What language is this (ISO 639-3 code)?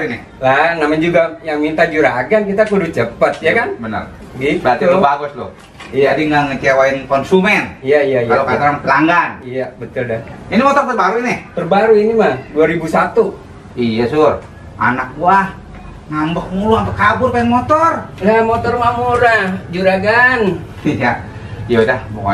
bew